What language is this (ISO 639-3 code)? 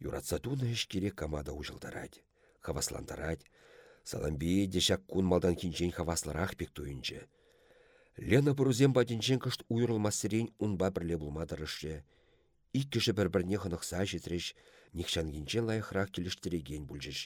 chv